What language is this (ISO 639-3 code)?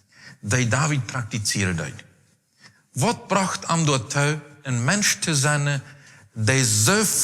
pdt